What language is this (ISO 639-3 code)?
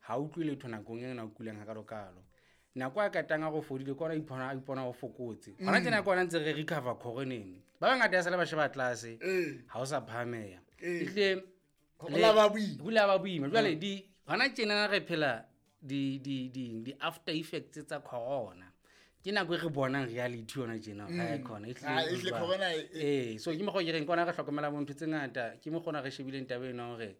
sot